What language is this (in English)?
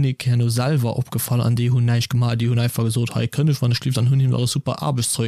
Luxembourgish